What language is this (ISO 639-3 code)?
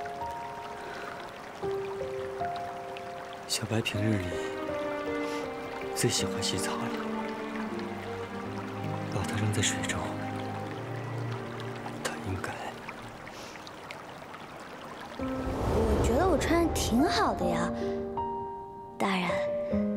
zho